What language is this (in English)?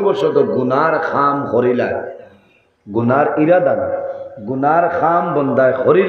Sylheti